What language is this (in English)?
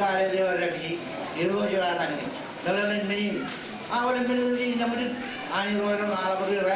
Marshallese